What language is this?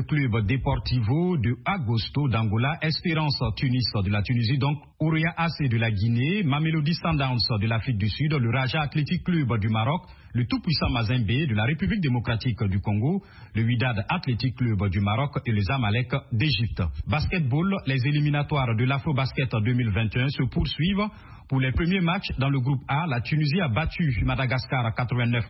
French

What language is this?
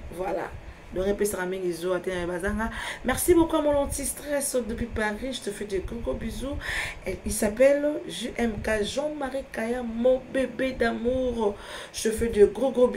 Lingala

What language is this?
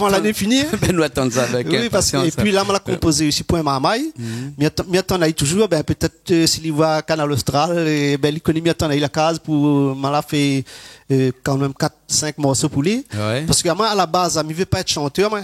Réunion Creole French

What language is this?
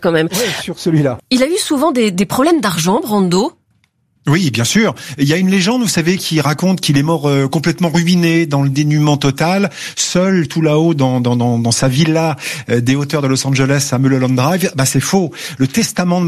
French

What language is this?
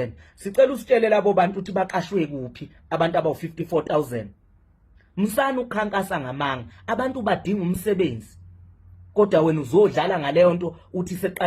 Zulu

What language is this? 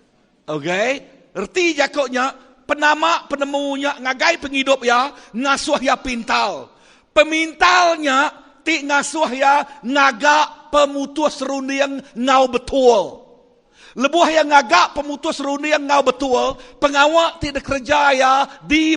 Iban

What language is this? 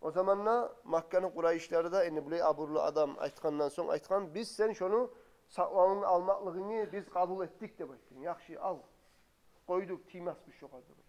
Kumyk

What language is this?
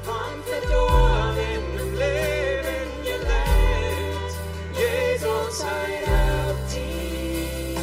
Plautdietsch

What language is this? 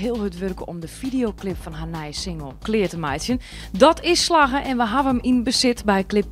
Western Frisian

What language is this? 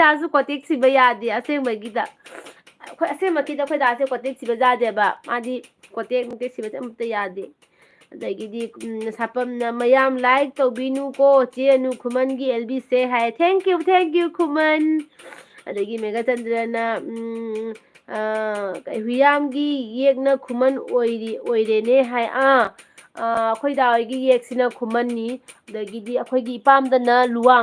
Manipuri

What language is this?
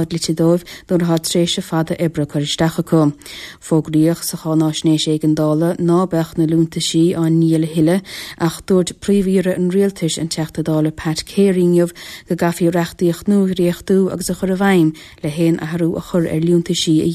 Irish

